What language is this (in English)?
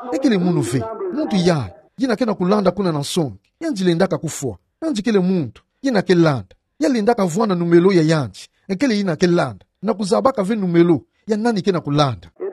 Kituba (Democratic Republic of Congo)